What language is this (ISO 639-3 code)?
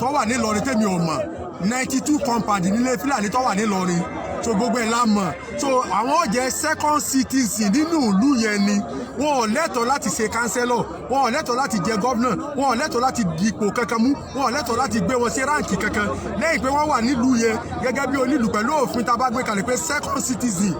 yor